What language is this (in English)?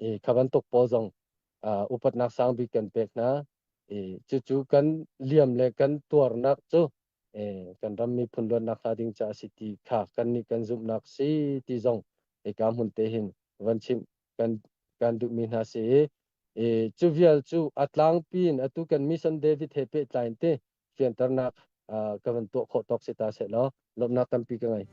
Hakha Chin